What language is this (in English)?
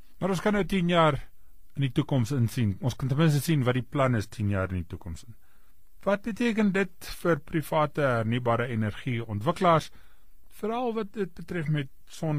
Afrikaans